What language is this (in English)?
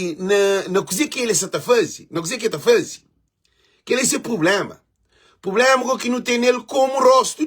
Kabuverdianu